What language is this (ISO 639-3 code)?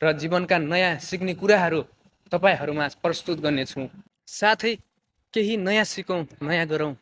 nep